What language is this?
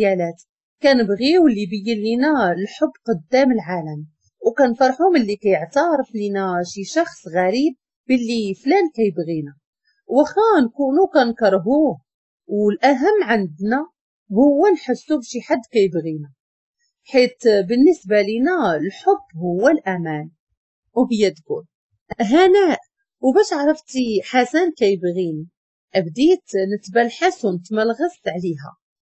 Moroccan Arabic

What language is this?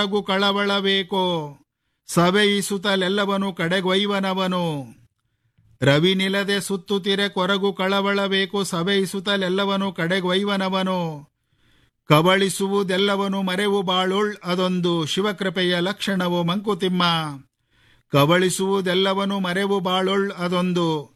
Kannada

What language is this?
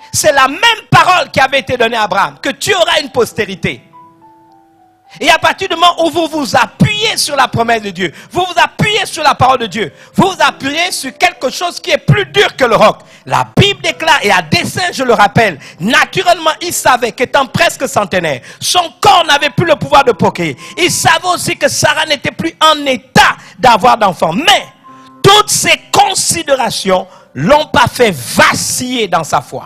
French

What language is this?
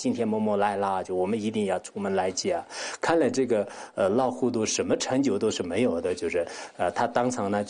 Chinese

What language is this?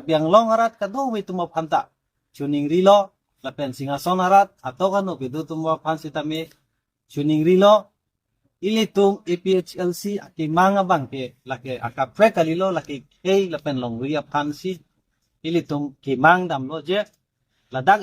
Karbi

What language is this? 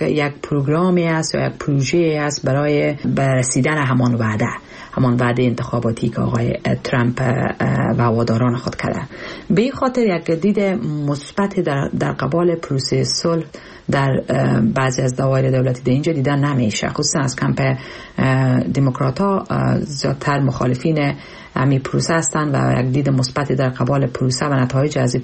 Persian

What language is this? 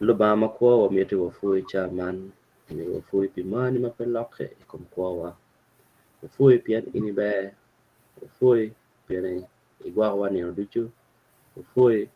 Acoli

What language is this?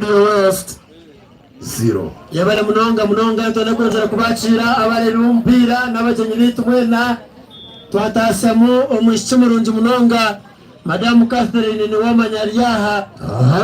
Nyankole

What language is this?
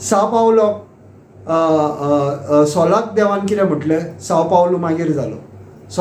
Konkani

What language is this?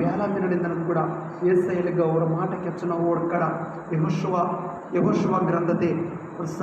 Koya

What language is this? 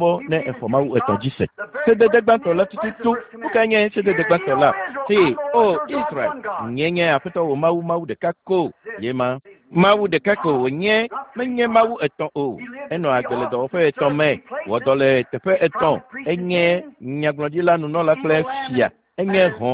Ewe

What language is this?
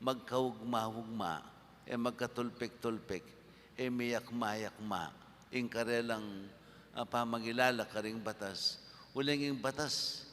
Pampanga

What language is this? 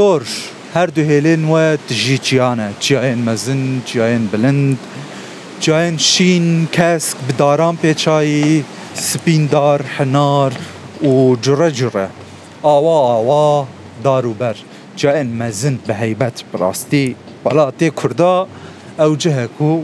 Kurdish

